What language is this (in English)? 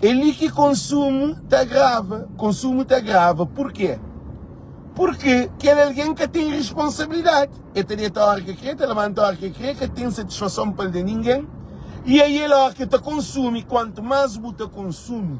Kabuverdianu